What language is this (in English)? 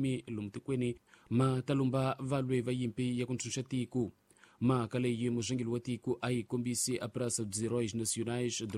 Tsonga